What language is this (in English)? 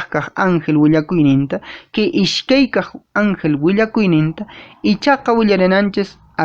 Quechua